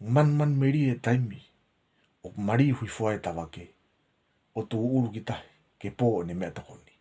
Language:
Tongan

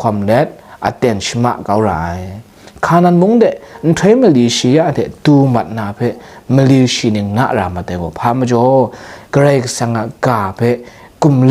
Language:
Kachin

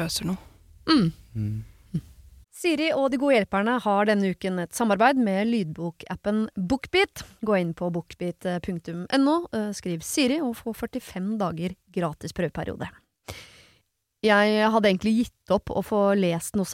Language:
Norwegian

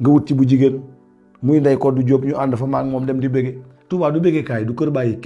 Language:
Wolof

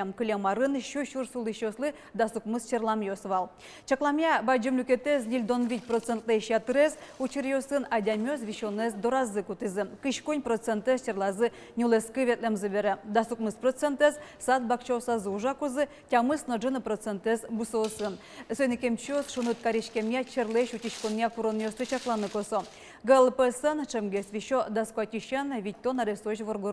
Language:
Udmurt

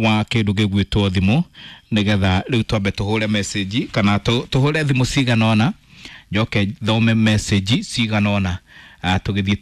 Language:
Kikuyu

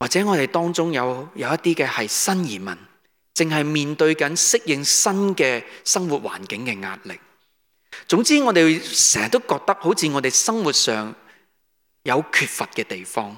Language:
Cantonese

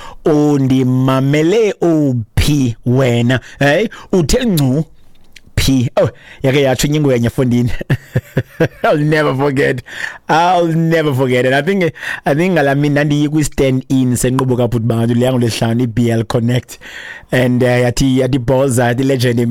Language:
Xhosa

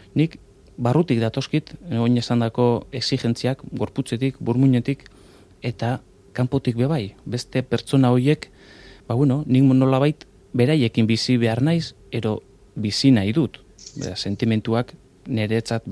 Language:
Basque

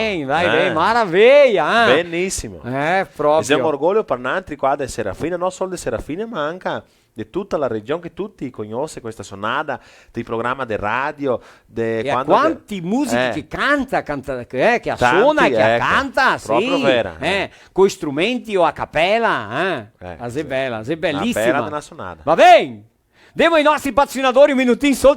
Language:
Venetian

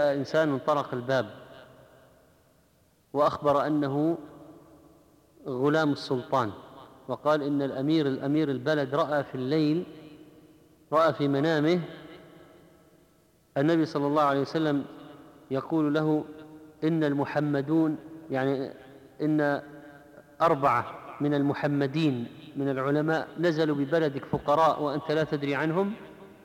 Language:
Arabic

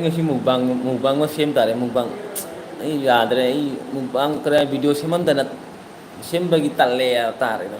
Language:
Manipuri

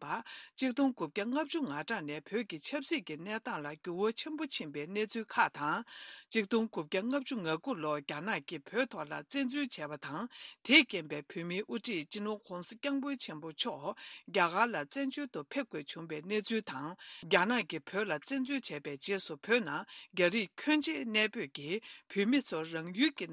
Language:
Tibetan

